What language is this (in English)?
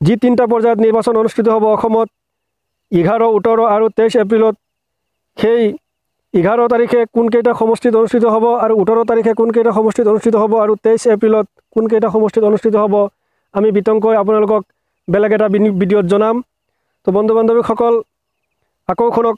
Assamese